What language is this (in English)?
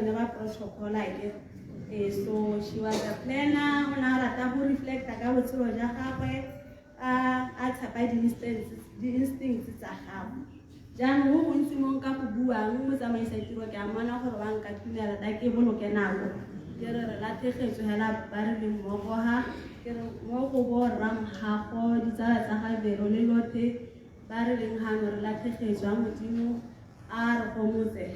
Tswana